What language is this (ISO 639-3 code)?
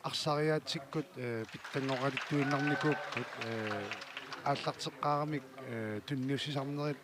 kal